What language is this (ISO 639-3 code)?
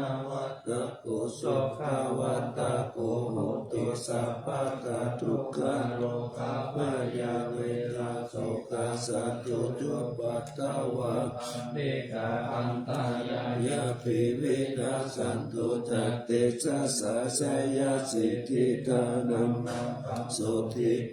pli